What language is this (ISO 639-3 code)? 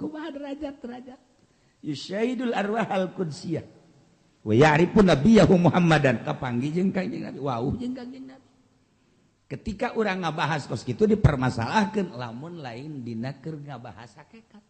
sun